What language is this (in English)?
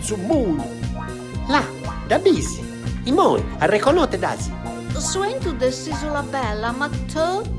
Sardinian